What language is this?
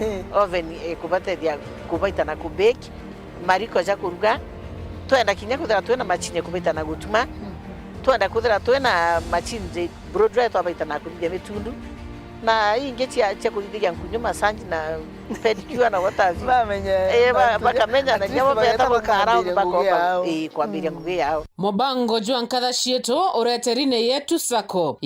Meru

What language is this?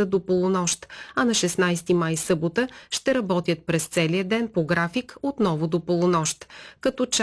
Bulgarian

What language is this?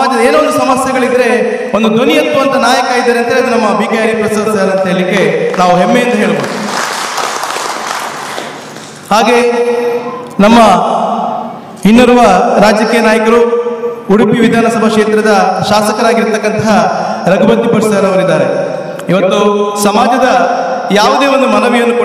Kannada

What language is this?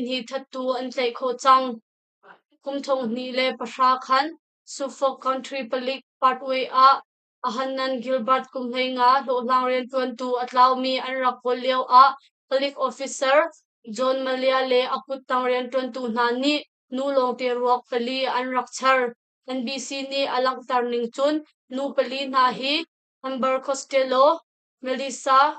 Hakha Chin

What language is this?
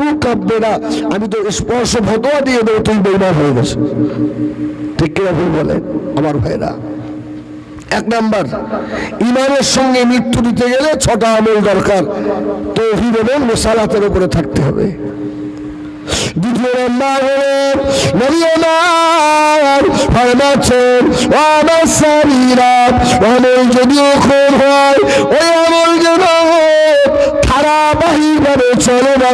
Bangla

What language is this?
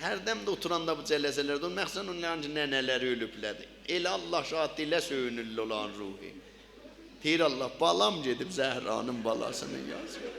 South Azerbaijani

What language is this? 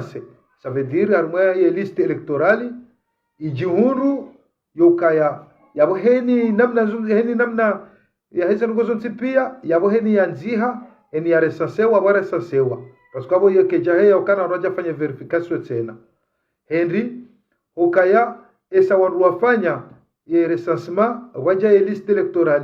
Ngazidja Comorian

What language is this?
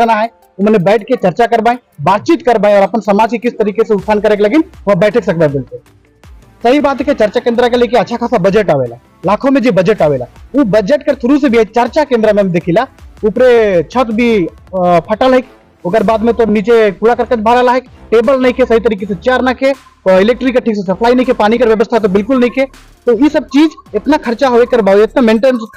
Sadri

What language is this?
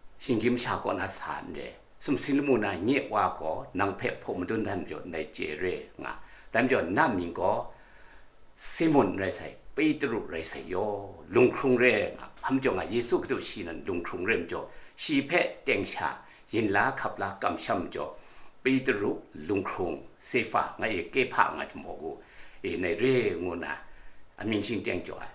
Kachin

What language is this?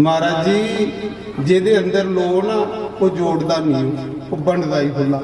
Dogri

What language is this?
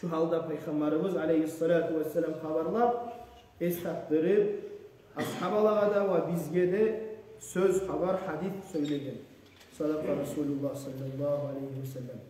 Kumyk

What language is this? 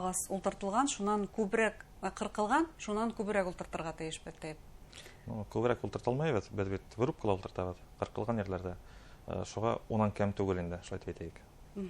Bashkir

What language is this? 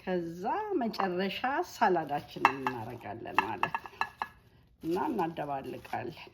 Amharic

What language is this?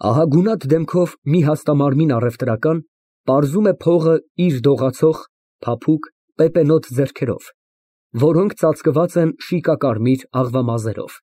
Armenian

